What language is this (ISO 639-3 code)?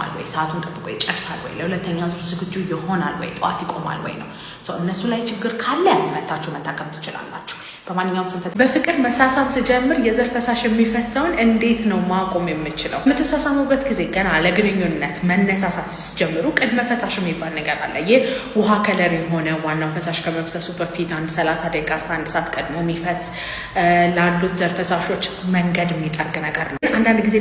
amh